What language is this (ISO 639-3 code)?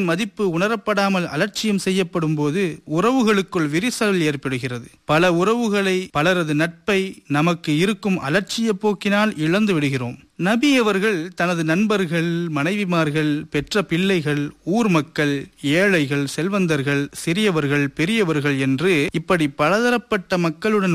tam